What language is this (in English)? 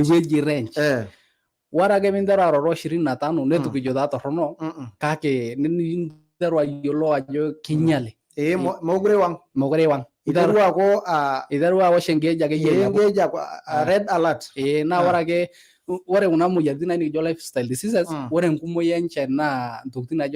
Masai